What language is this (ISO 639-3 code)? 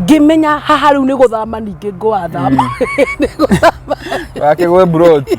kik